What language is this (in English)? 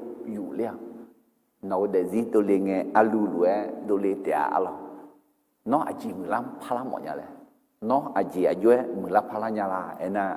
Akha